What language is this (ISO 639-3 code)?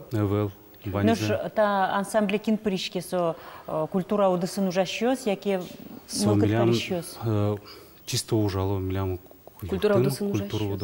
udm